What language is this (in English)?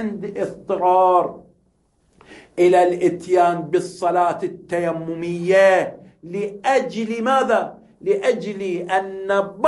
Arabic